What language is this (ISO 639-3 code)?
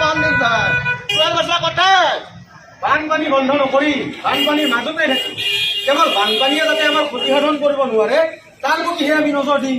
asm